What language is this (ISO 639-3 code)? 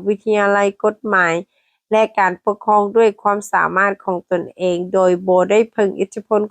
lao